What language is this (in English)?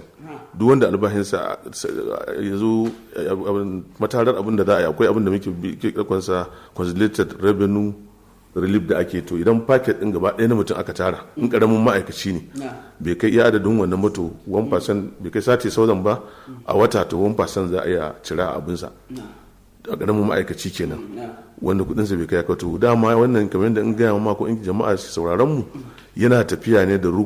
Hausa